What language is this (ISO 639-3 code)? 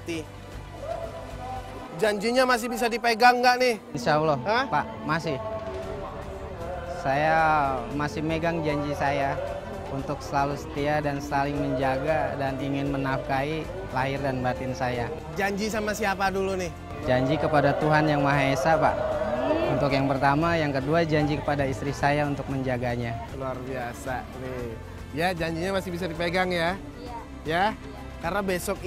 ind